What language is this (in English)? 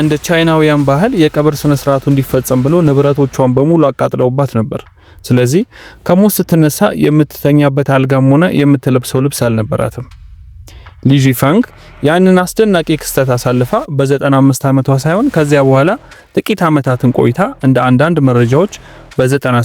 Amharic